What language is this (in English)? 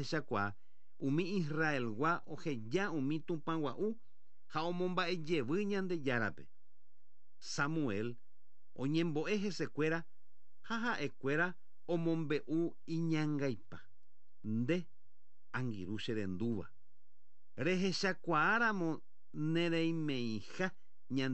Guarani